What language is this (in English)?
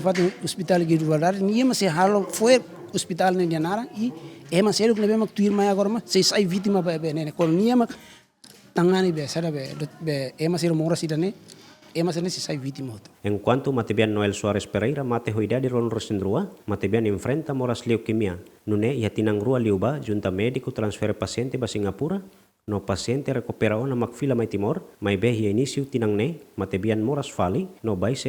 Tetum